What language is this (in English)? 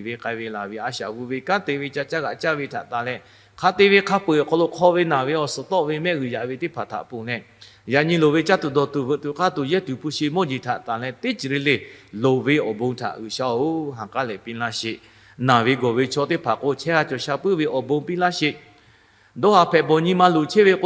Lahu